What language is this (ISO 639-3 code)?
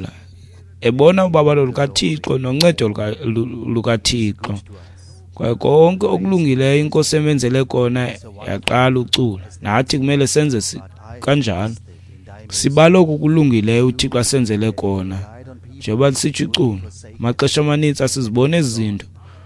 xho